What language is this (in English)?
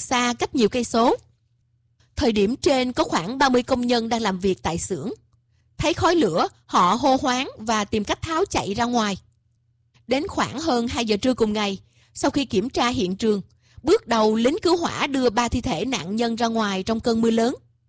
Vietnamese